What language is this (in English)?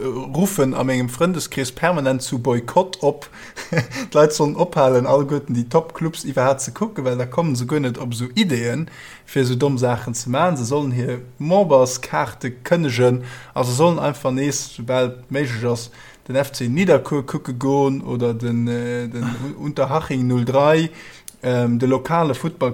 Luxembourgish